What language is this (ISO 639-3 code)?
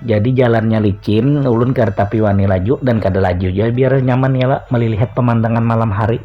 bjn